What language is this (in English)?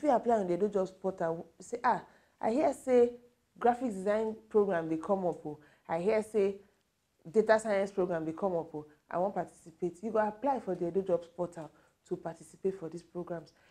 Nigerian Pidgin